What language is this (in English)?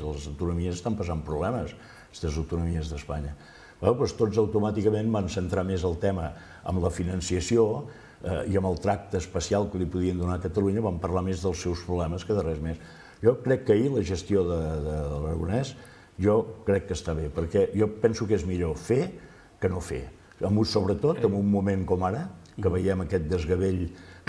Catalan